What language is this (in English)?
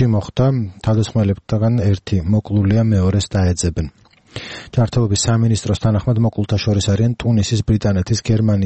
Georgian